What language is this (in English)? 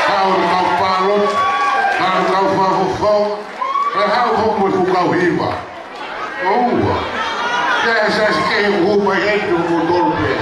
Tongan